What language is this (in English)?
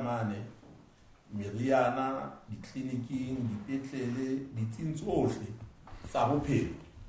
Southern Sotho